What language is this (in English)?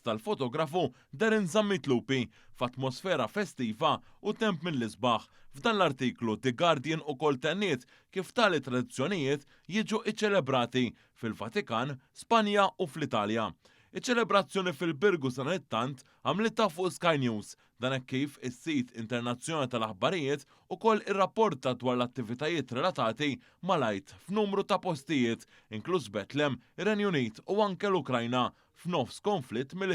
Maltese